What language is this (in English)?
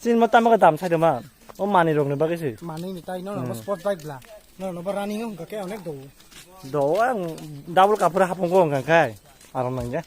Kok Borok